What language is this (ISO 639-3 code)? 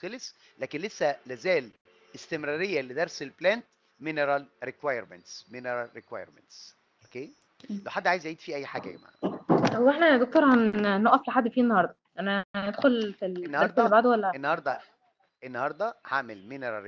arz